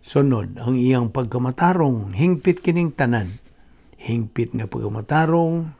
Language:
Cebuano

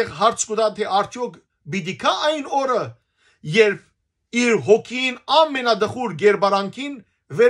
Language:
Western Armenian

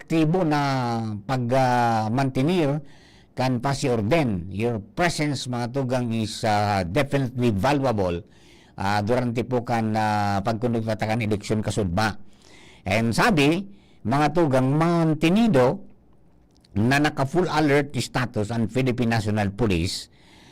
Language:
Bikol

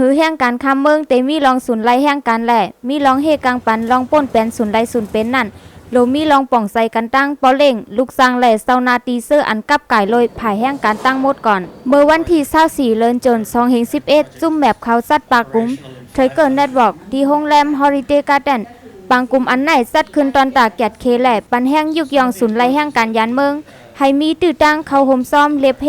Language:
Shan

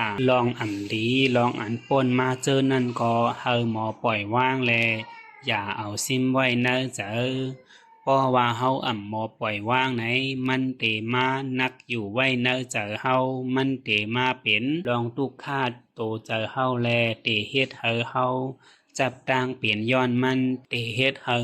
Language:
Shan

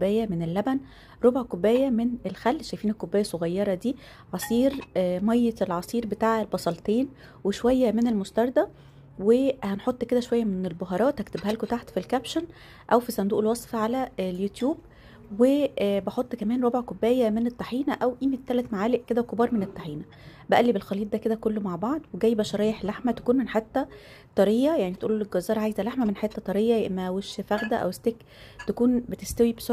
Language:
Egyptian Arabic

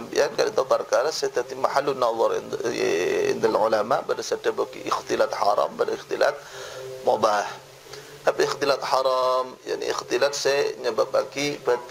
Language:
Madurese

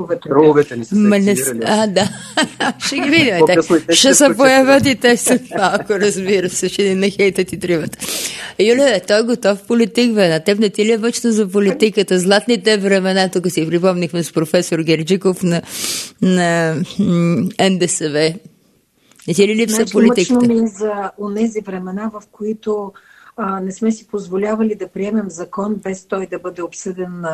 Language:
Bulgarian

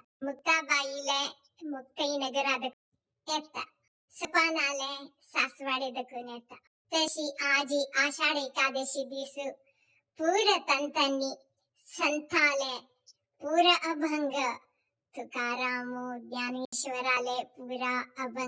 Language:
Konkani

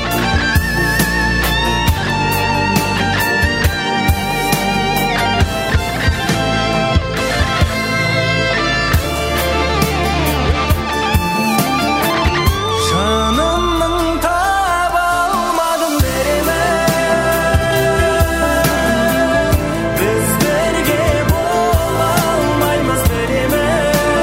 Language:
Kazakh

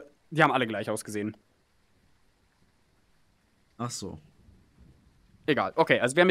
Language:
German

